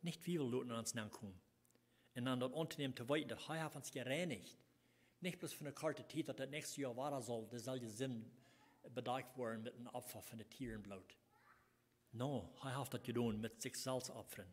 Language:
Plautdietsch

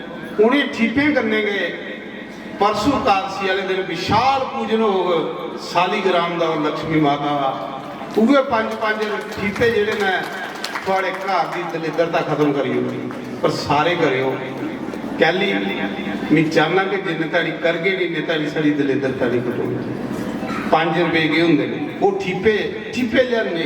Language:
Dogri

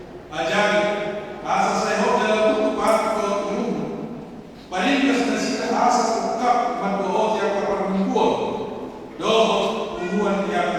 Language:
Batak Toba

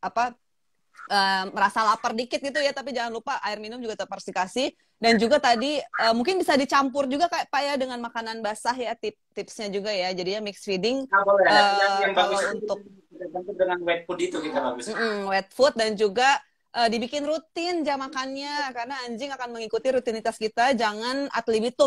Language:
Indonesian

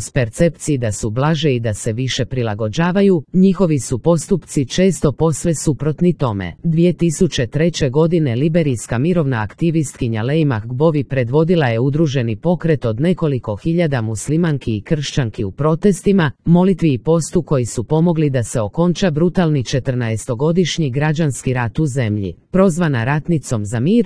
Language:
Croatian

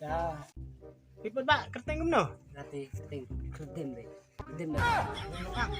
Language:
Khasi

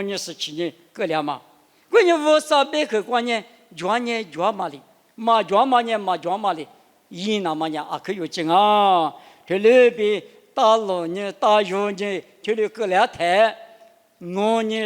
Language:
Lisu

